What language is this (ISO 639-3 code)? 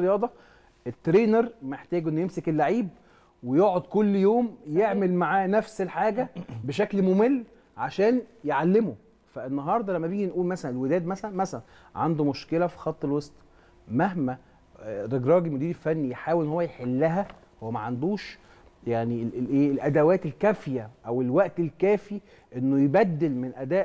arz